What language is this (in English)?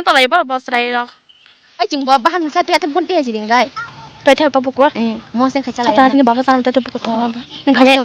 Kok Borok